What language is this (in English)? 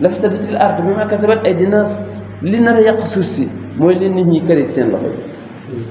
Wolof